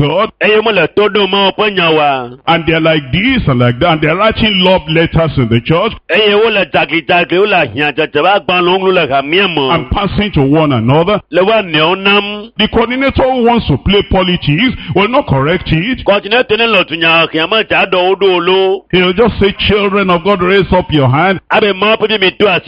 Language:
Ewe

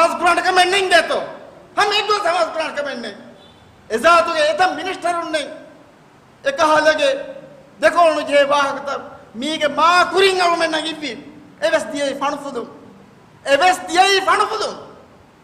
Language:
Divehi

